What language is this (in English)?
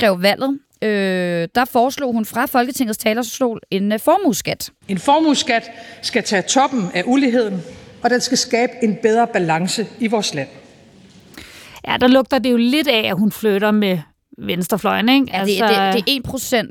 Danish